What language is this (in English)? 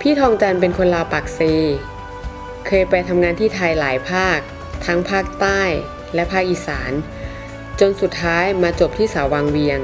Lao